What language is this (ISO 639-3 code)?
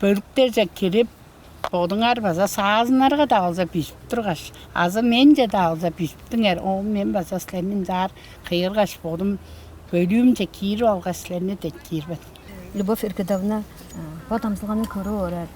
tyv